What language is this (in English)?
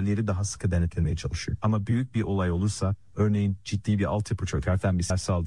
Turkish